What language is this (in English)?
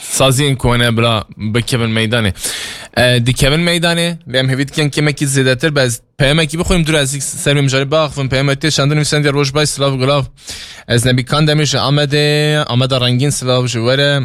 Kurdish